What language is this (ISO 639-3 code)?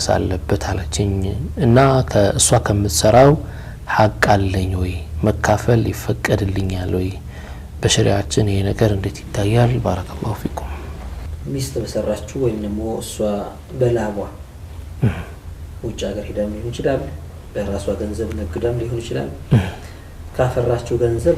amh